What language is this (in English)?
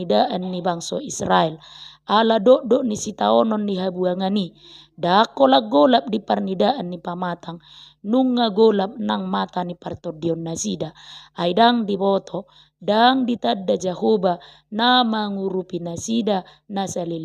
Batak Toba